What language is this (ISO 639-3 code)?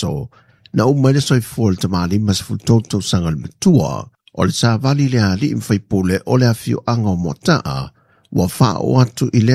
smo